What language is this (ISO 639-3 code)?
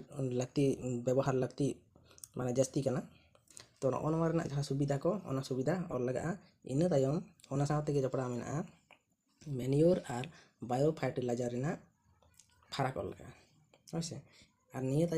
sat